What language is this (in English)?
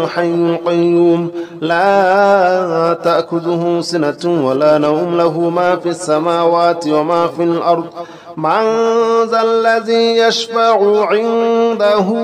Arabic